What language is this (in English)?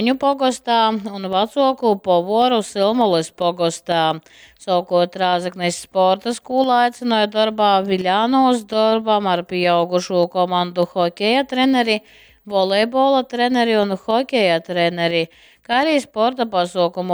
Latgalian